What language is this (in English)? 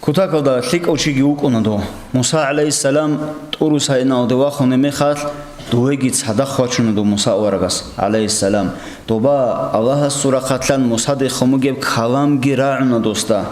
Avaric